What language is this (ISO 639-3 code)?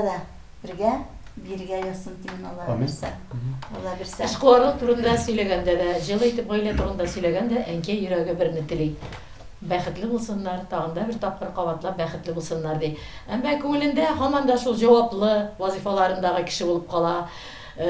tat